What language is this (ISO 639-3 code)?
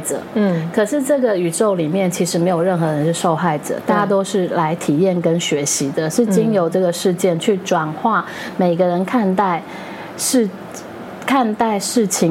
zho